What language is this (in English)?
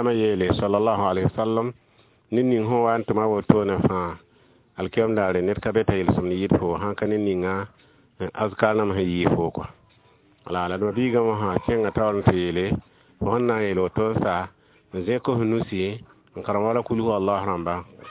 Mossi